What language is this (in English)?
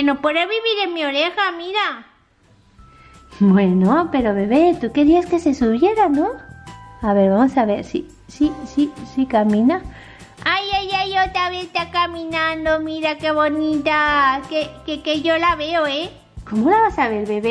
Spanish